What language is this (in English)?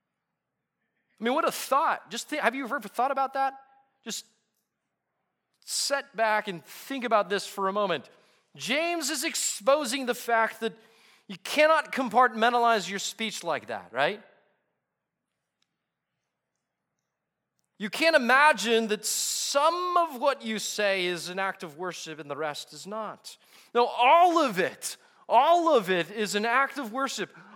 English